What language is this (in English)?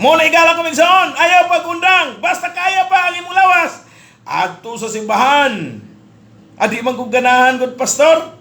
Cebuano